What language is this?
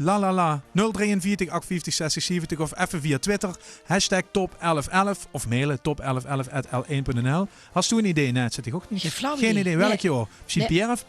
Limburgish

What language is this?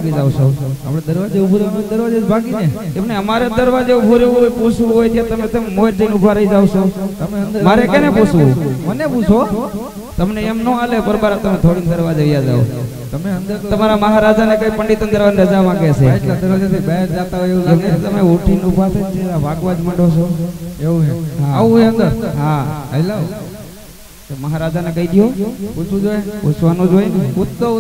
Gujarati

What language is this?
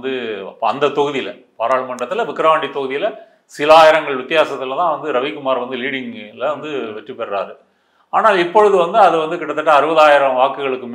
Tamil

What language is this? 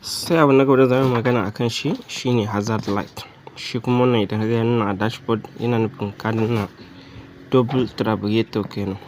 Hausa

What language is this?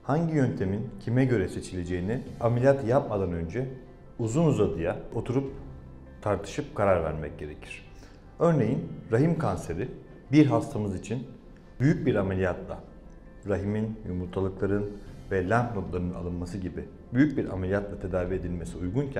Turkish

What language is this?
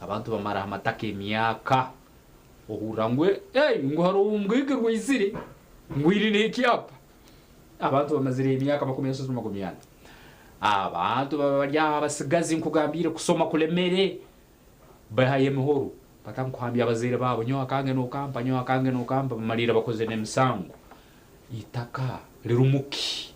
Nyankole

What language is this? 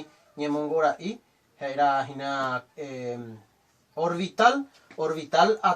Guarani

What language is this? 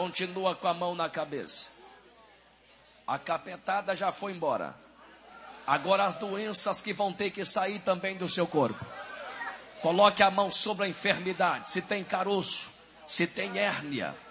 Portuguese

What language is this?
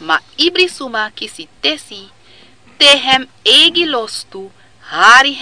Sranan Tongo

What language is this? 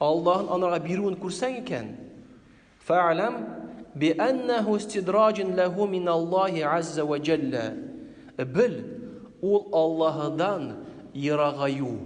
Tatar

